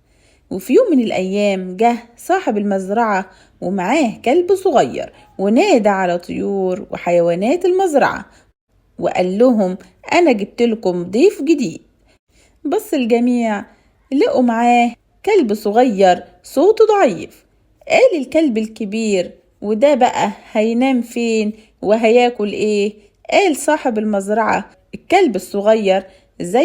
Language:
Egyptian Arabic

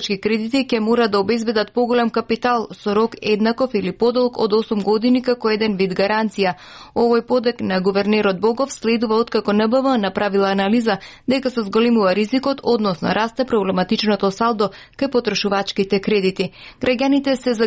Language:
Macedonian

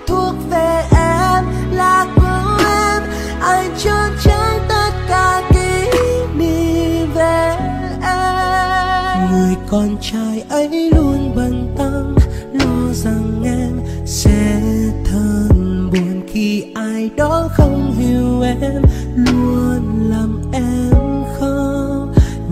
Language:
Vietnamese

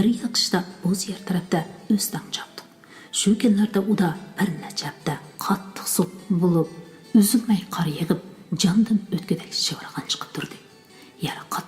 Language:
Uyghur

